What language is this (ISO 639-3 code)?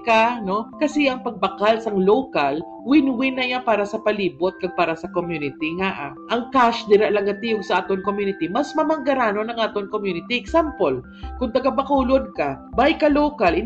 hil